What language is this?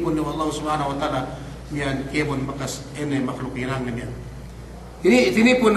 Yakan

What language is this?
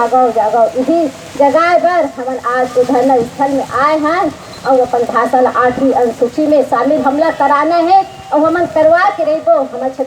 Chhattisgarhi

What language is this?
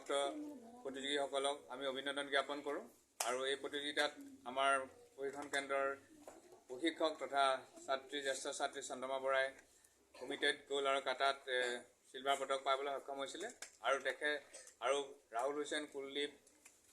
Assamese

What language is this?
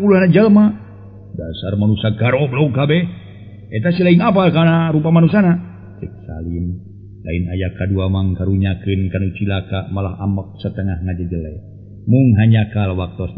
Sundanese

